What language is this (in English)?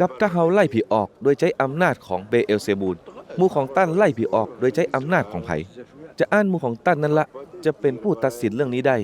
Northern Thai